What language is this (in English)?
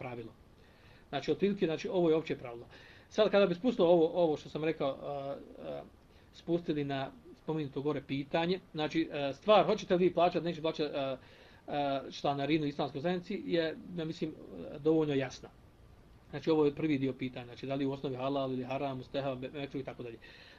Bosnian